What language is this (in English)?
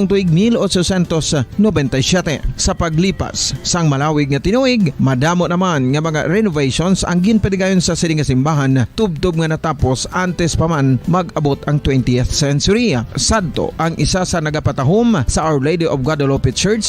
Hiligaynon